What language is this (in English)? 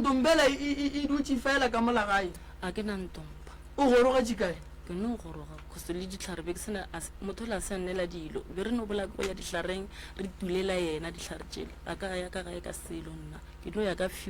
Northern Sotho